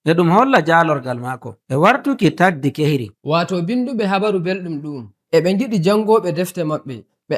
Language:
Nigerian Fulfulde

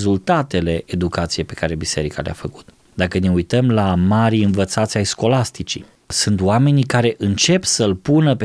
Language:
Romanian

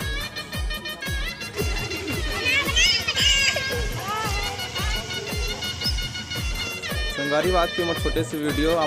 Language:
Chhattisgarhi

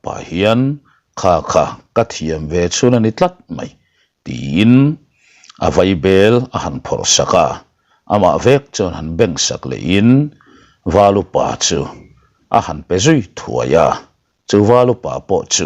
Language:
Mizo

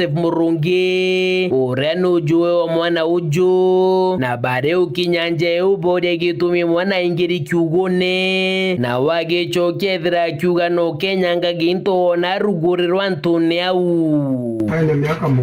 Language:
Meru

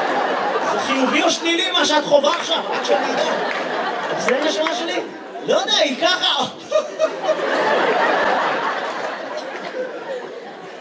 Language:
Hebrew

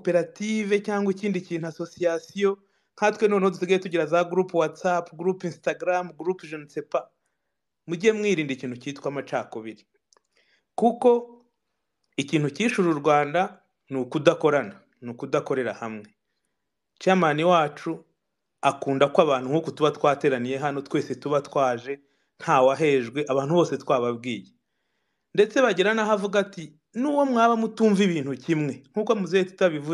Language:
Kinyarwanda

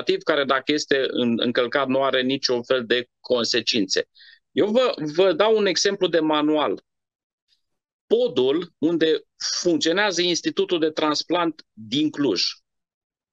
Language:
Romanian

